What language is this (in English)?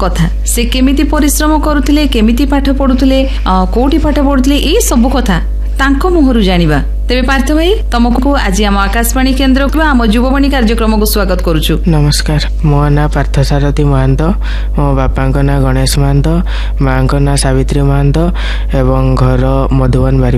Odia